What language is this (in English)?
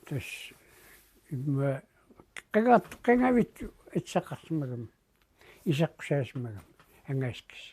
Kalaallisut